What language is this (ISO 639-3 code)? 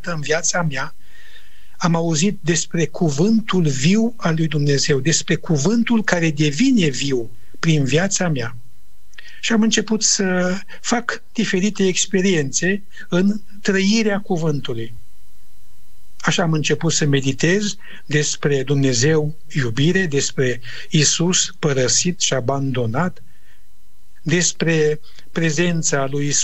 ron